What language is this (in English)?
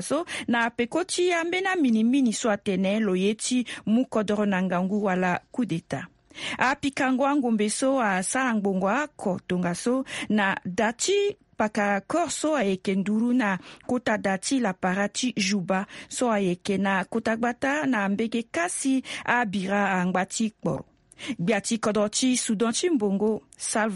Sango